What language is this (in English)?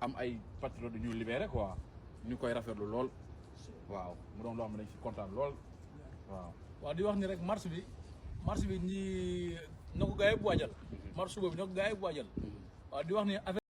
Wolof